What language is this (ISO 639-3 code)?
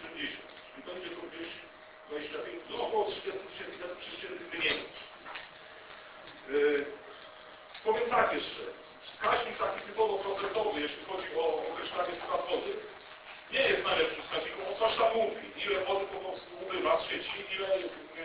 pol